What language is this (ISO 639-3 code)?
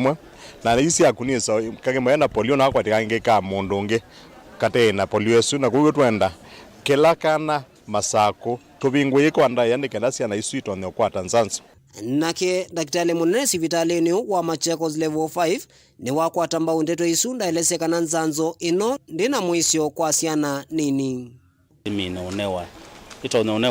kam